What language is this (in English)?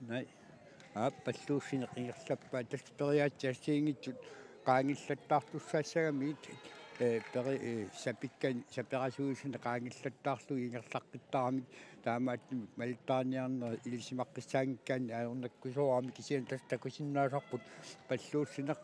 Kalaallisut